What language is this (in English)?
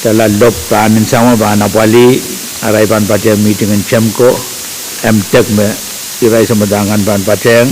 Pohnpeian